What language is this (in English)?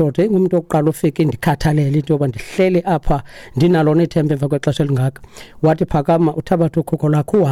Xhosa